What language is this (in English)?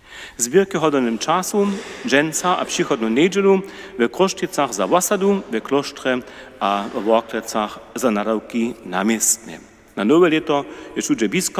Upper Sorbian